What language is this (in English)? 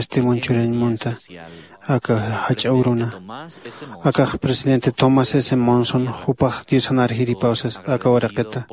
Aymara